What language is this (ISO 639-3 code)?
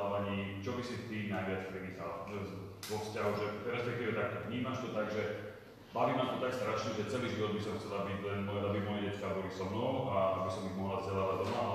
slk